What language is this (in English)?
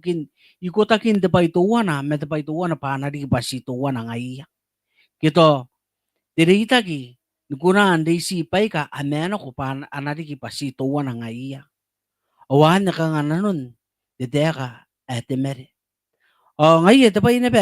Gilbertese